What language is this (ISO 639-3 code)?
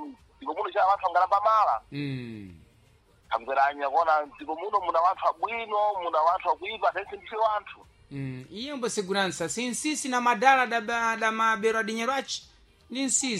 seh